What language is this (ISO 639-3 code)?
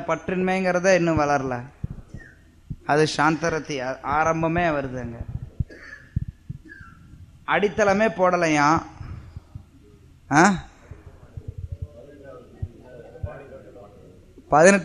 tam